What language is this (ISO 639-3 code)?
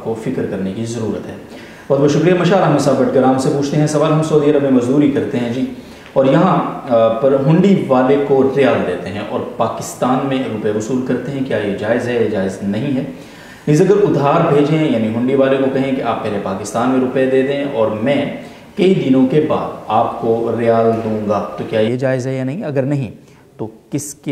urd